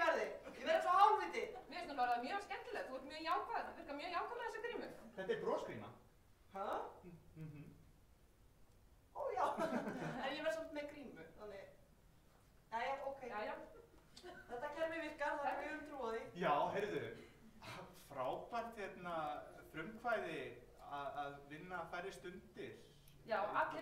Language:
Icelandic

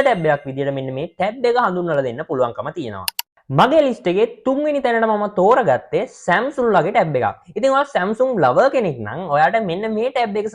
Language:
Sinhala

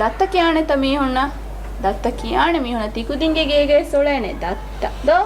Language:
Divehi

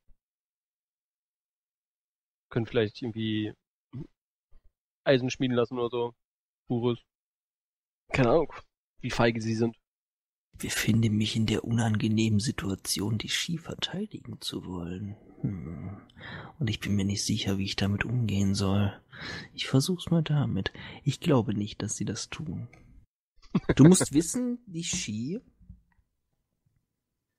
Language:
German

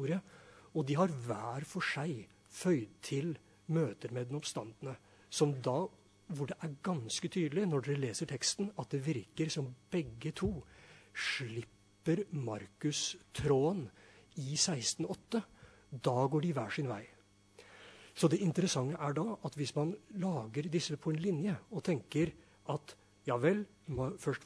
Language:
Norwegian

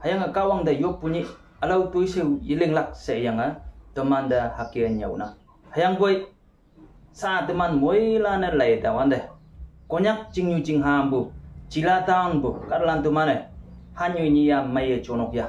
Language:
Konyak Naga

